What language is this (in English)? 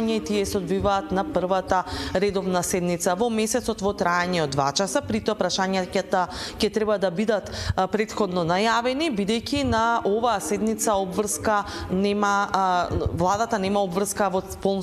Macedonian